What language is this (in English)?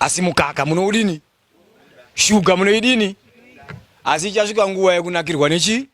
Shona